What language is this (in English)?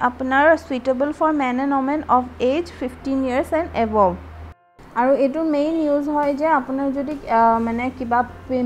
Assamese